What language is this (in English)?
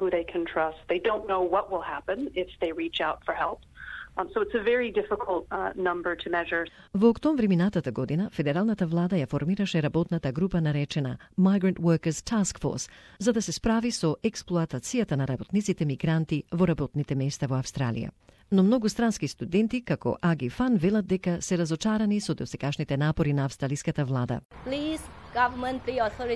Macedonian